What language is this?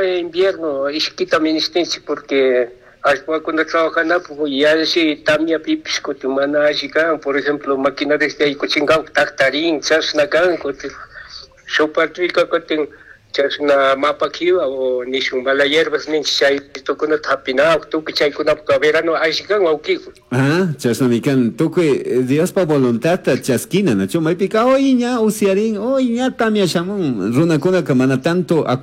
Chimborazo Highland Quichua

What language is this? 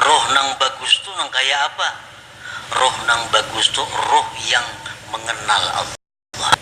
Banjar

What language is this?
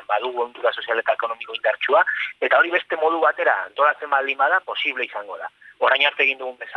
Basque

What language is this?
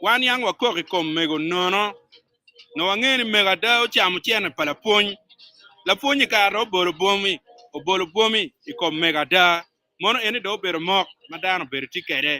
Acoli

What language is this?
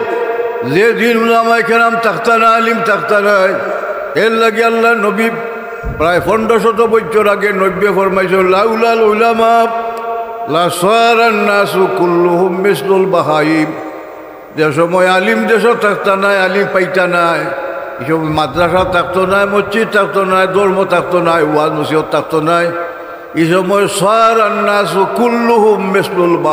Sylheti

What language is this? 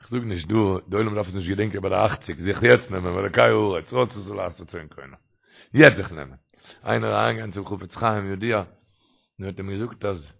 Yiddish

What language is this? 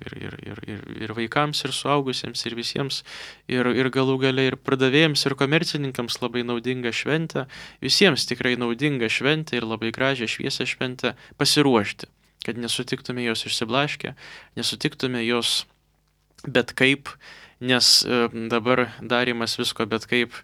Lithuanian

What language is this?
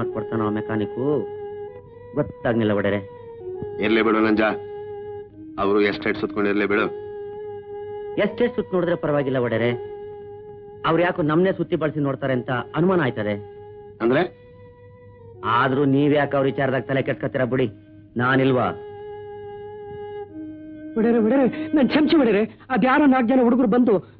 Kannada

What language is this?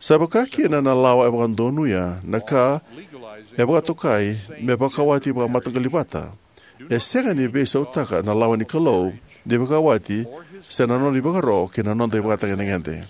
Fijian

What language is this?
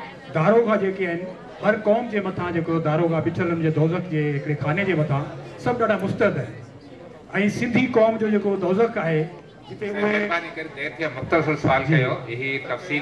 Sindhi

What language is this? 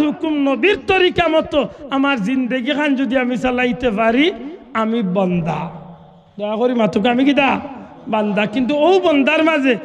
Sylheti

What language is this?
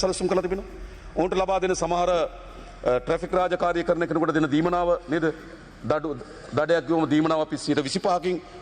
Sinhala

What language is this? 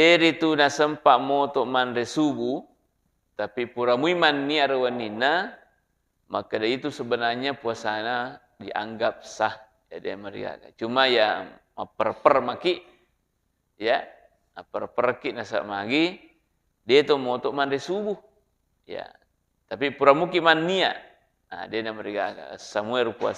Buginese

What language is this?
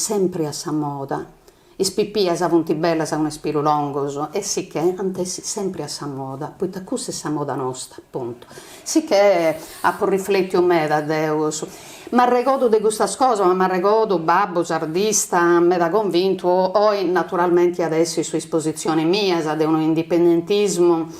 Sardinian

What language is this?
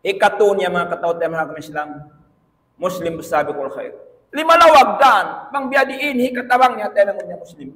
Tausug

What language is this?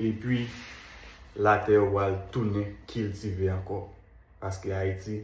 Haitian Creole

